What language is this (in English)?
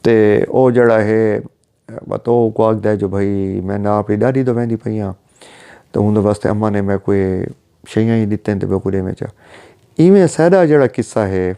Saraiki